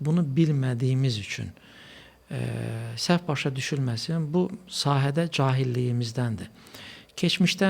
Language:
Azerbaijani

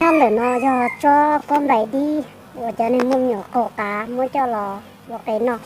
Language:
Hmong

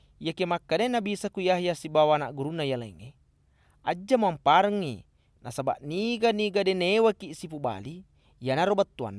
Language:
Buginese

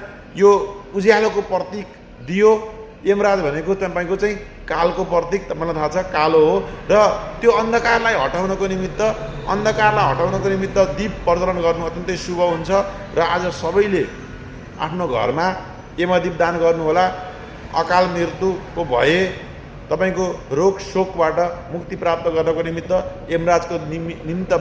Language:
Nepali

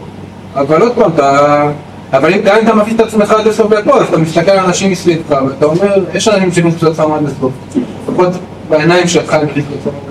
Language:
Hebrew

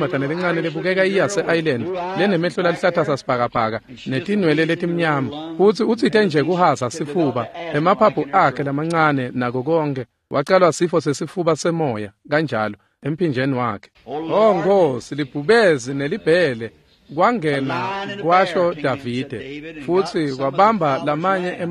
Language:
Swati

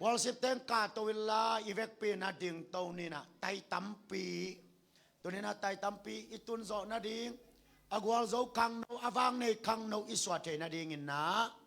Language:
Tedim Chin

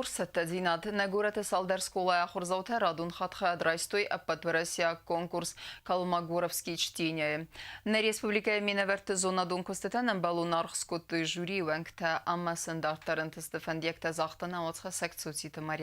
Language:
Ossetic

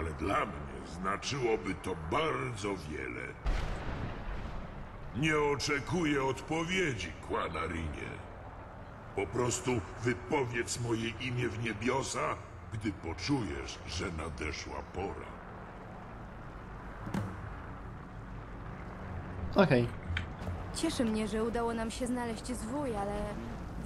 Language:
Polish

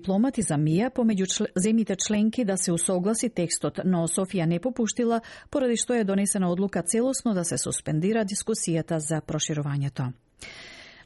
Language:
Macedonian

